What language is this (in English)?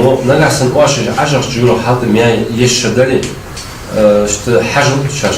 Ingush